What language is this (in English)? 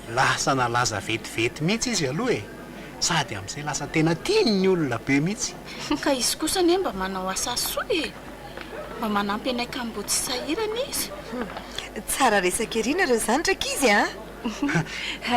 Malagasy